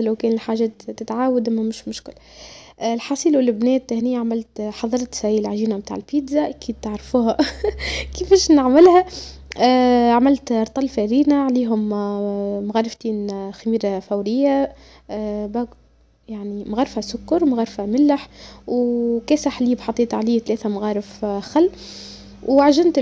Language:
Tunisian Arabic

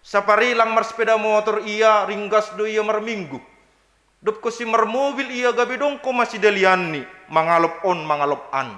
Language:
Batak Simalungun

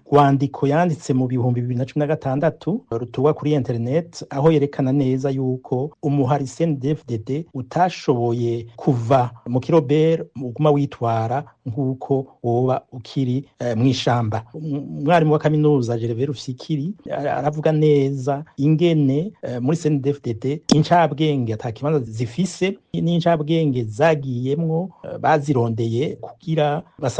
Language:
Rundi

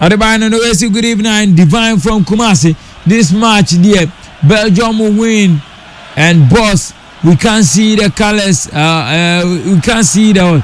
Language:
Akan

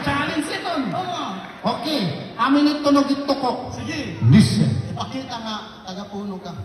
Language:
Waray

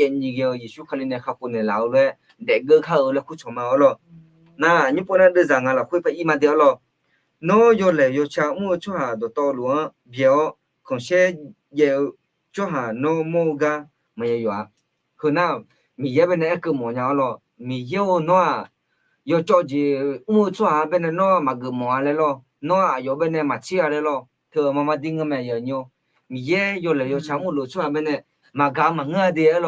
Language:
Akha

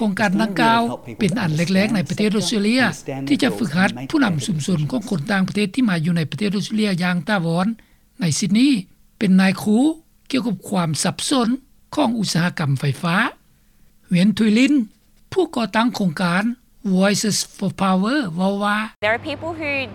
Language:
Lao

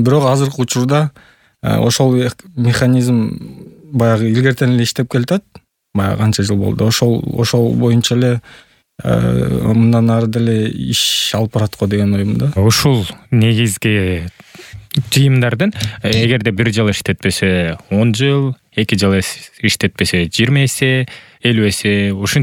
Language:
Kyrgyz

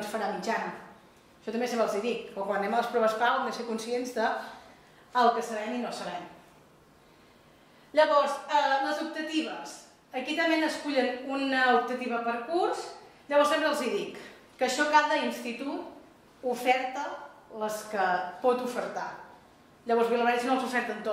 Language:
Catalan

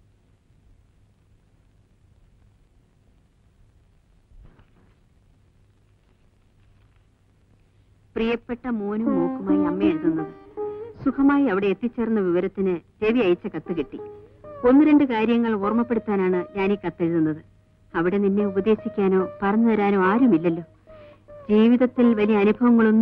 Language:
Malayalam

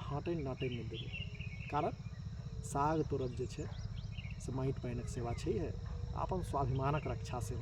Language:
Maithili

